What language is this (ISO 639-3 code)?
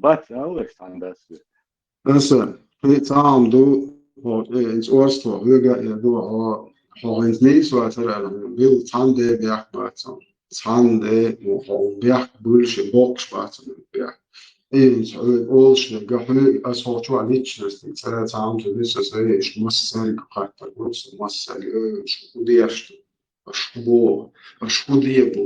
che